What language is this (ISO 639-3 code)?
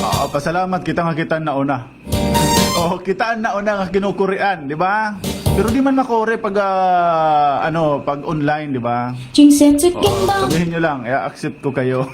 war